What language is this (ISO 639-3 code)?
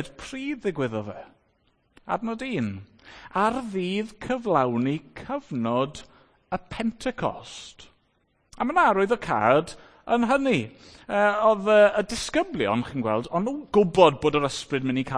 cym